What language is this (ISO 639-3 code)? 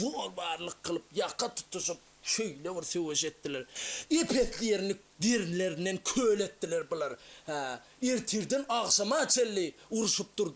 tuk